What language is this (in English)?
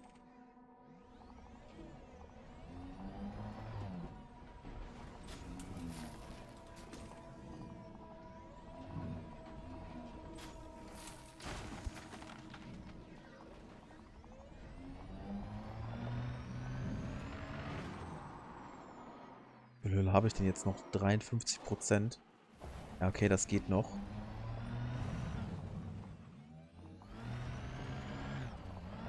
German